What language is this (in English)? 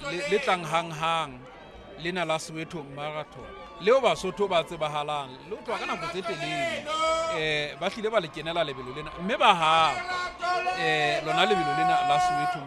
Southern Sotho